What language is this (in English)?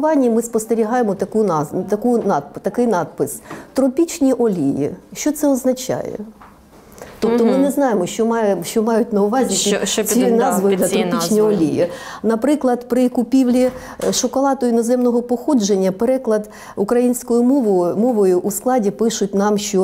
Ukrainian